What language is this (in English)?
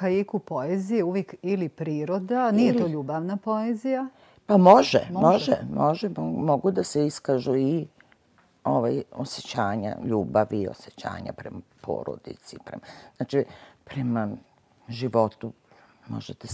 Serbian